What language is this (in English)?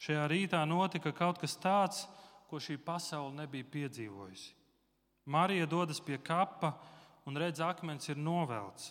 Latvian